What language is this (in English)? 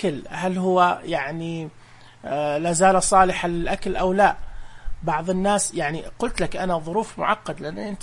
Najdi Arabic